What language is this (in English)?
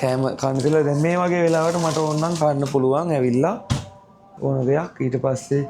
Sinhala